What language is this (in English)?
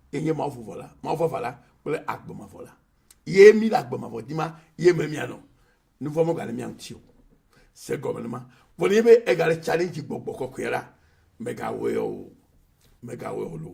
Ewe